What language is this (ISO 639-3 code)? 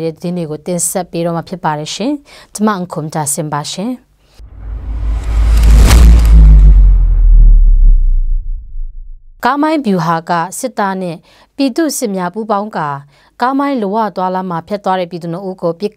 mya